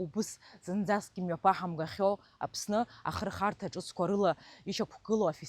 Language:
Abkhazian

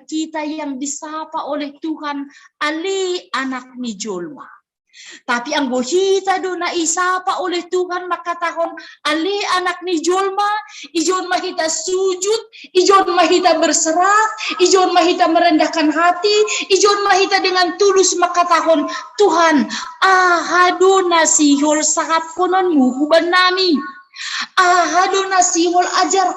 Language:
Batak Simalungun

